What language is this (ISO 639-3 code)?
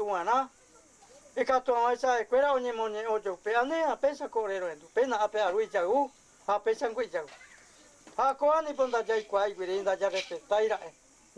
grn